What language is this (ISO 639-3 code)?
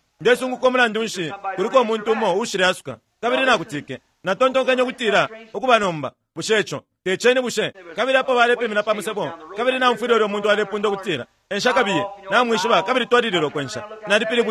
bem